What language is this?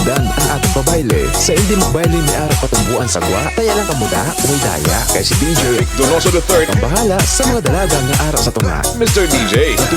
Hiligaynon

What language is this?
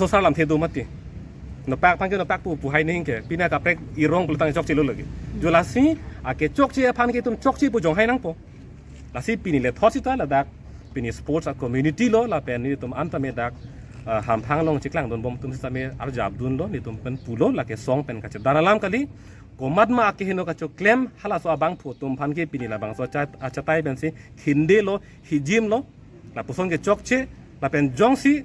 Karbi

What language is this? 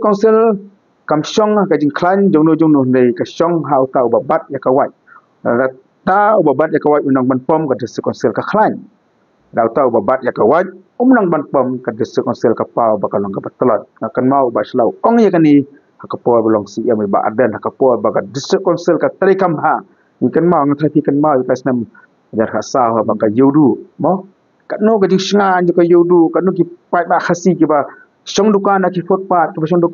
Khasi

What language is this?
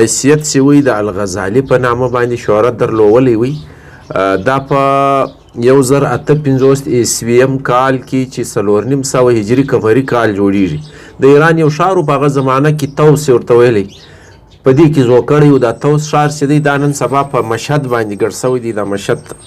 Pashto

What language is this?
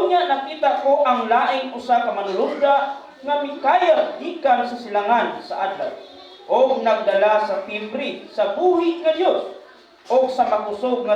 Cebuano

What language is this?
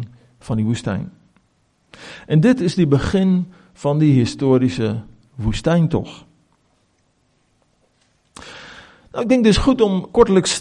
Afrikaans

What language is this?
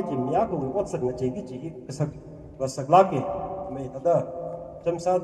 Tangkhul Naga (India)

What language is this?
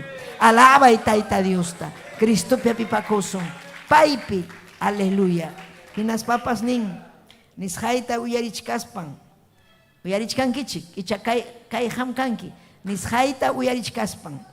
Ayacucho Quechua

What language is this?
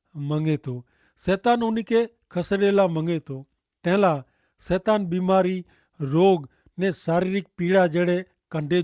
Kachhi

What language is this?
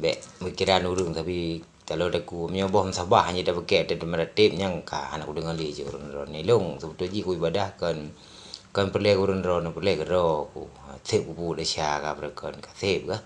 Achinese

